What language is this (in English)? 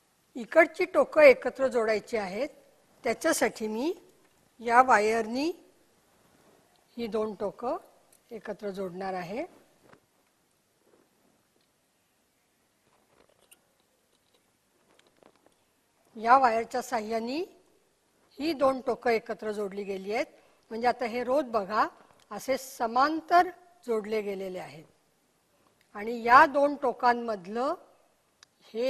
Marathi